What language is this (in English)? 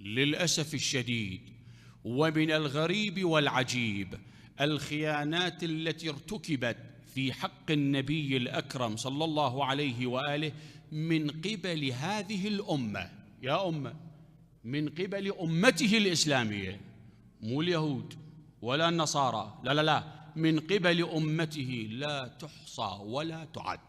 Mesopotamian Arabic